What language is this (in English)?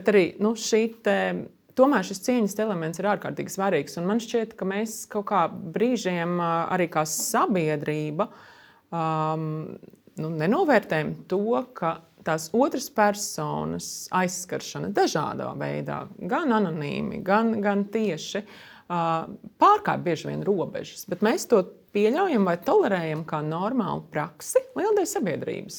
Latvian